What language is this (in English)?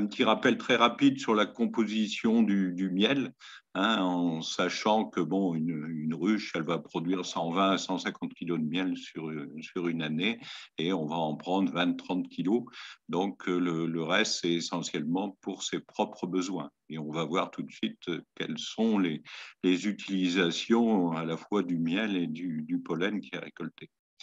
French